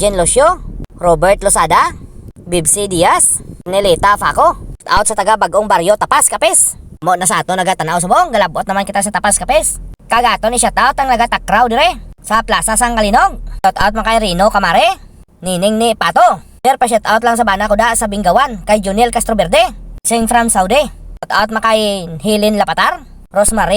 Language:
Hiligaynon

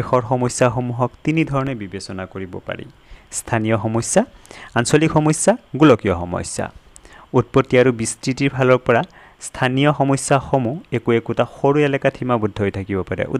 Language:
Assamese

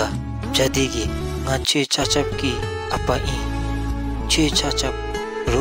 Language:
Dzongkha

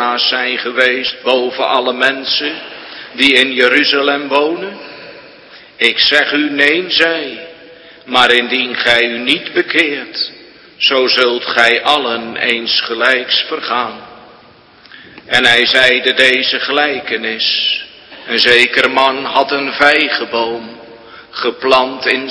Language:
Dutch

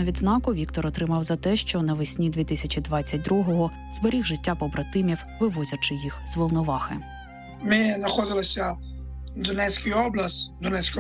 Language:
Ukrainian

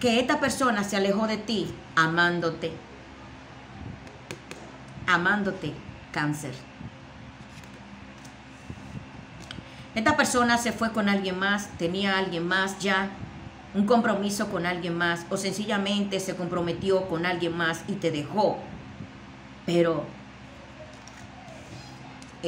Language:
Spanish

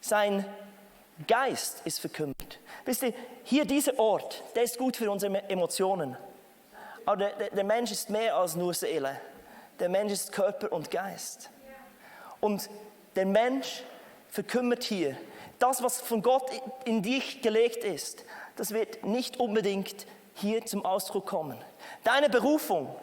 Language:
Swiss German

